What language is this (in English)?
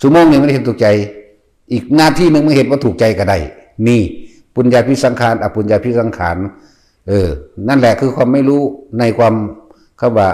Lao